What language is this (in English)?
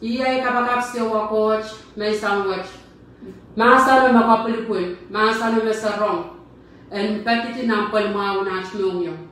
Pohnpeian